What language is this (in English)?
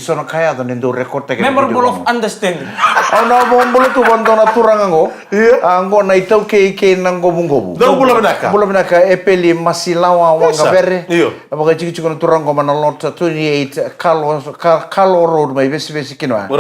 Fijian